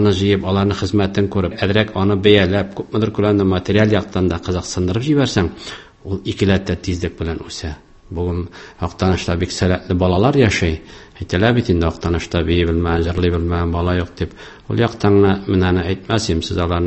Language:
Tatar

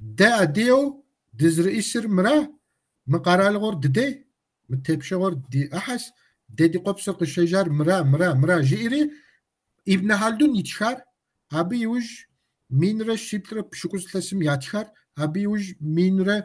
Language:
Kabardian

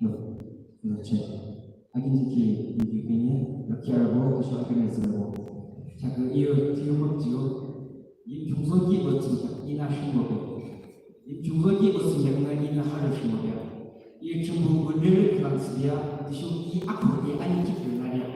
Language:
Yimchungru Naga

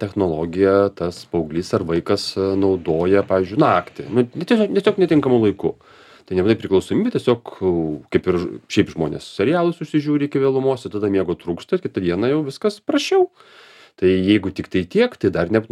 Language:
Lithuanian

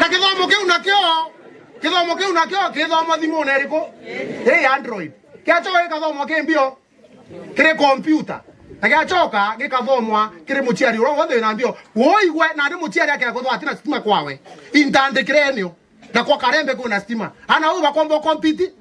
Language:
Meru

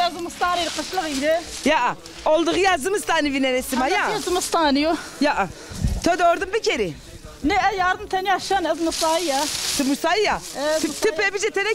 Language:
Zaza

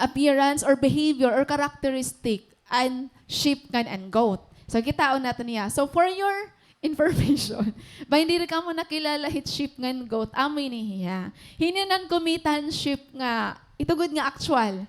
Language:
Waray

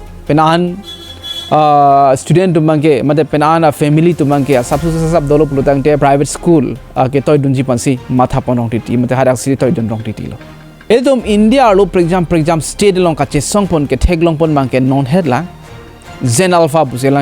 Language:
Karbi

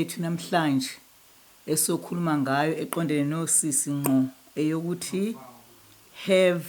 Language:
Zulu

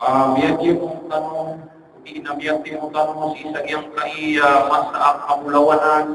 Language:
Maranao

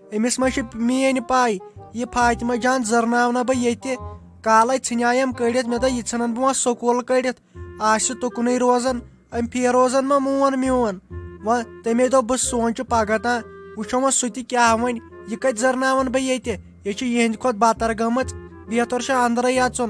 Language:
Kashmiri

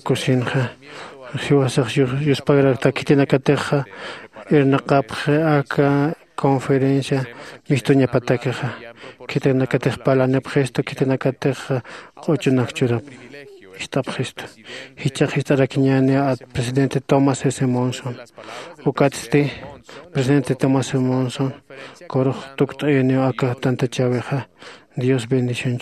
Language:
Aymara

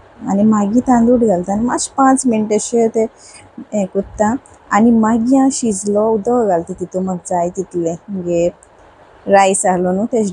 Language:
Konkani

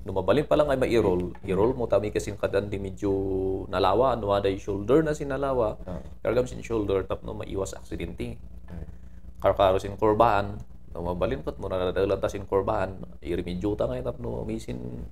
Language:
Kankanaey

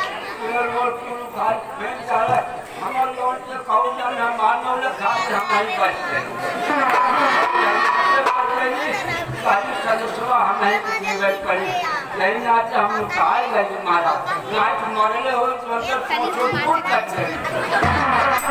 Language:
Bhojpuri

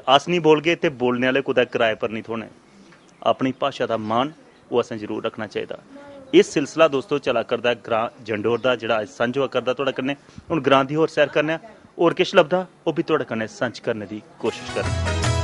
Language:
Dogri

